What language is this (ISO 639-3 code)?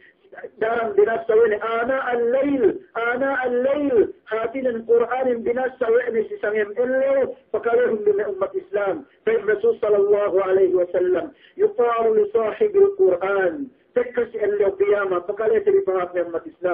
yka